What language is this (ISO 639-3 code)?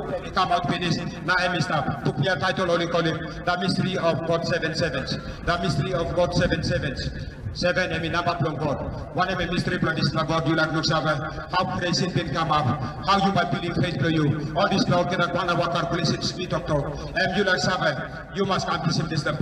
tpi